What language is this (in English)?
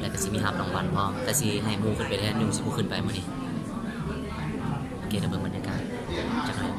Lao